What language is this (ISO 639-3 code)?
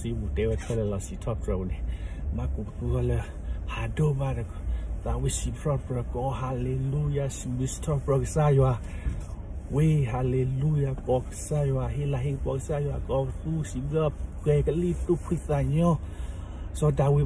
ksw